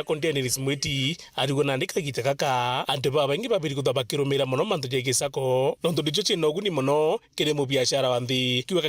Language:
Meru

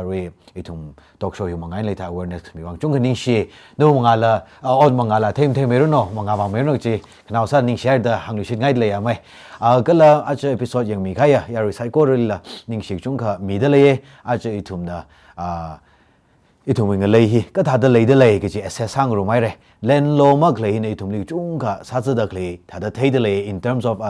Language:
Tangkhul Naga (India)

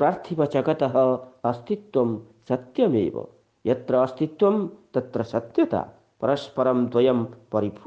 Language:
Sanskrit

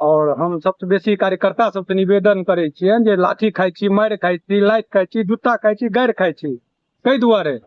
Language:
Maithili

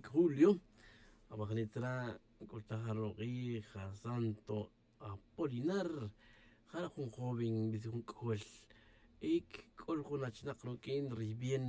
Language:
Tz'utujil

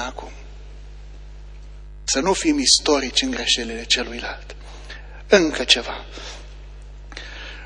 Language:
Romanian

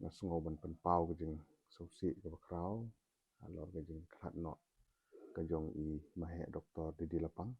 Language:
Khasi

